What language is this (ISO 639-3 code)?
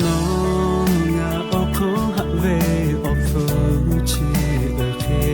lhu